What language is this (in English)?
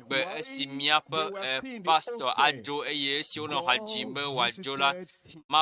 Ewe